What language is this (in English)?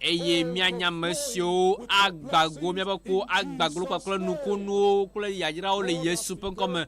Ewe